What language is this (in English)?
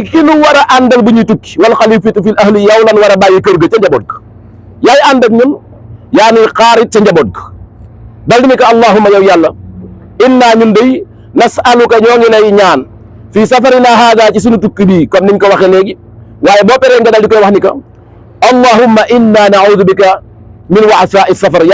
Wolof